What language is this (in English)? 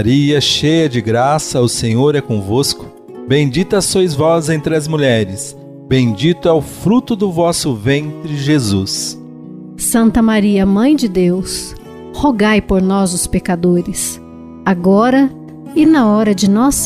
Portuguese